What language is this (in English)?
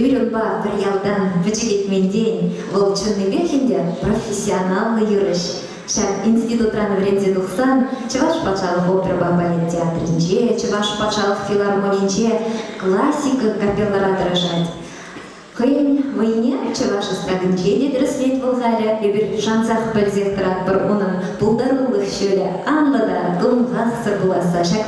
Chuvash